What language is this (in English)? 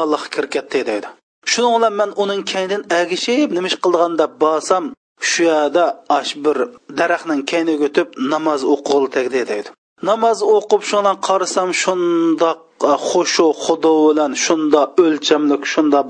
Uyghur